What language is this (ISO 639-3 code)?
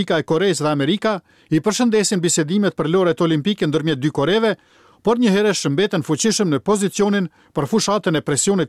sqi